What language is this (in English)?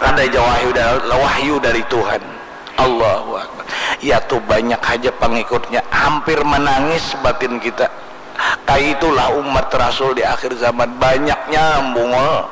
Banjar